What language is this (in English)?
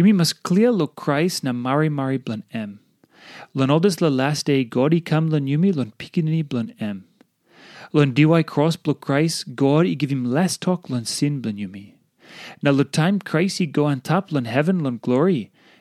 Tok Pisin